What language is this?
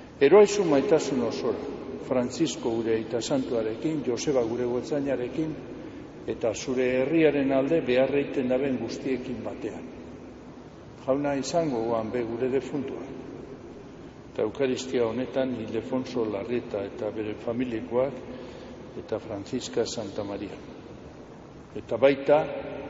Basque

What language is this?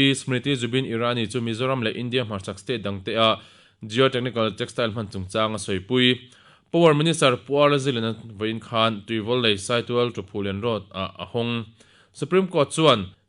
Mizo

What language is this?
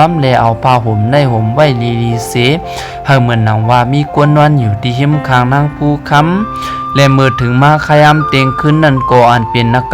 Shan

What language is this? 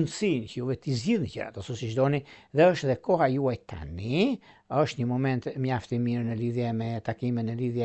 Albanian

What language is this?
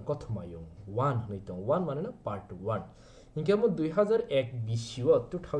Kok Borok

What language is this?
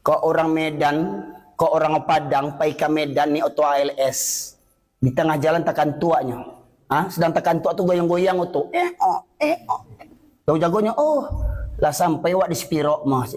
Minangkabau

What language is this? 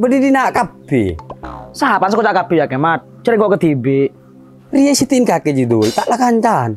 Madurese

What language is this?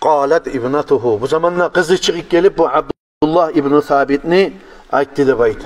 Kumyk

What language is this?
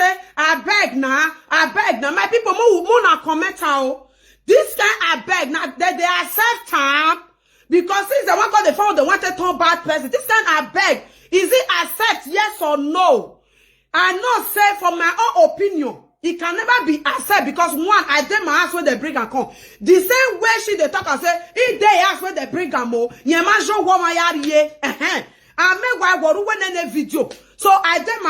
Nigerian Pidgin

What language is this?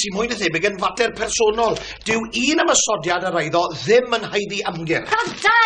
Welsh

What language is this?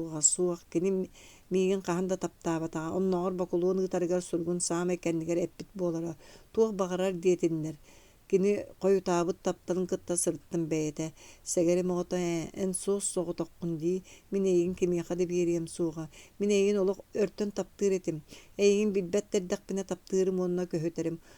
Yakut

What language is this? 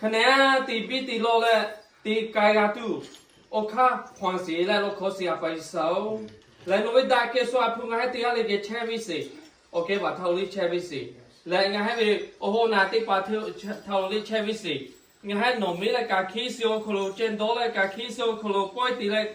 Lahu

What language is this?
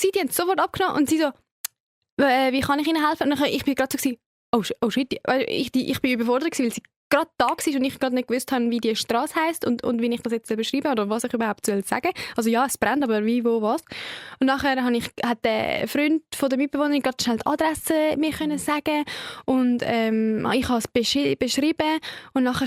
Swiss German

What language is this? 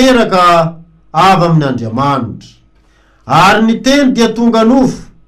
Malagasy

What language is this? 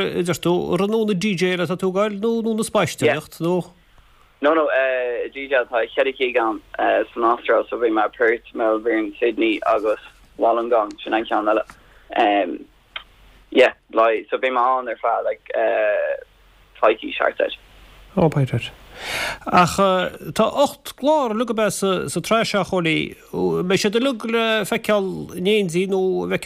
Irish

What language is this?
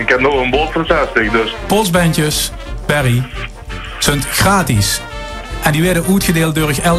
Limburgish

